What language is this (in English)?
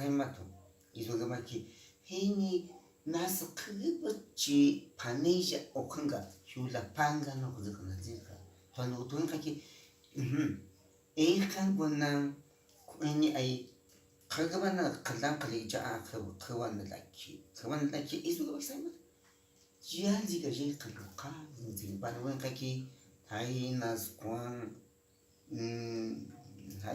Cogui